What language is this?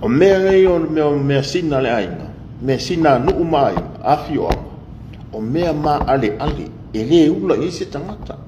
Samoan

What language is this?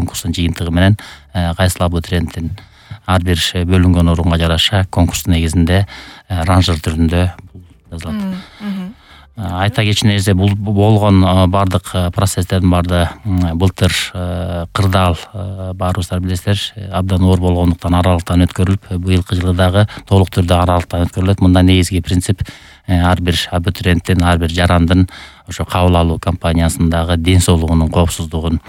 Kyrgyz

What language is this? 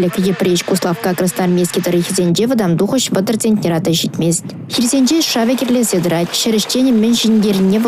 Chuvash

